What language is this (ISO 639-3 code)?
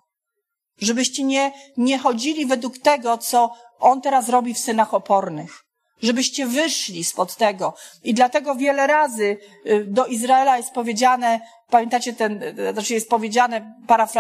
pol